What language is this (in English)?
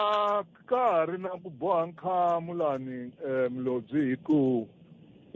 Tsonga